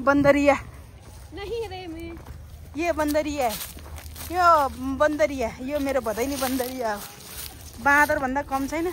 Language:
Nepali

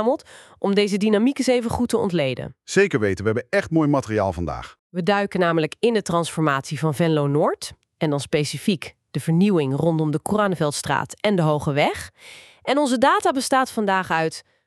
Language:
Dutch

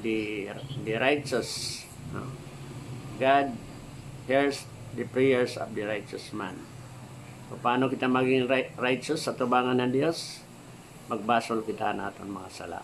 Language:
Waray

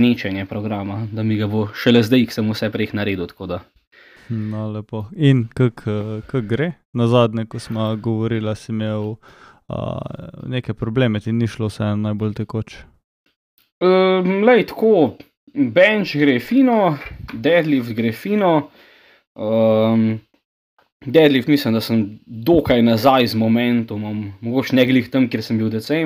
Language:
Slovenian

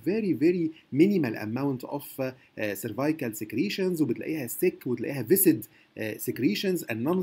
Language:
Egyptian Arabic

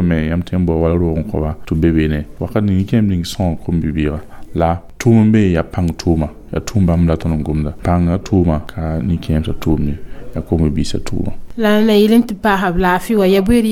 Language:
Mossi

